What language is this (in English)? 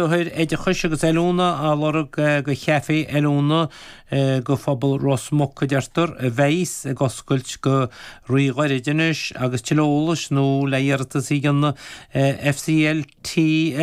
Irish